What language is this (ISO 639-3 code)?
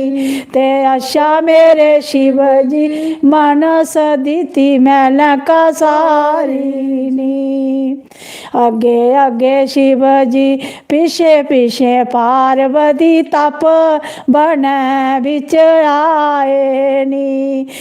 doi